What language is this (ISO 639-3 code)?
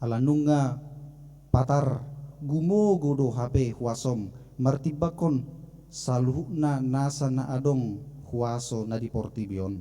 bbc